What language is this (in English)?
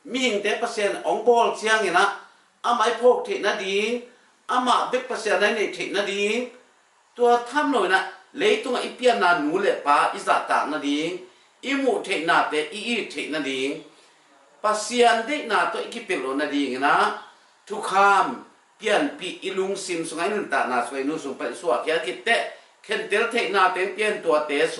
Tedim Chin